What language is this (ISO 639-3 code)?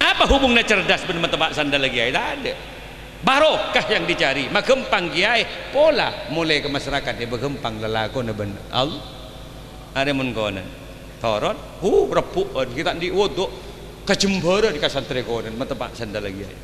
mad